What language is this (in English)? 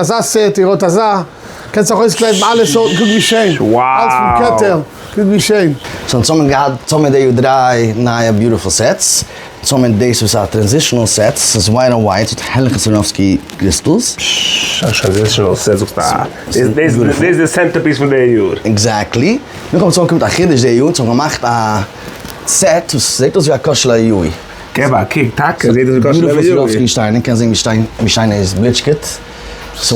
Yiddish